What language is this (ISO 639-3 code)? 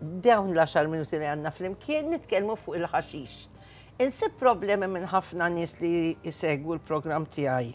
mlt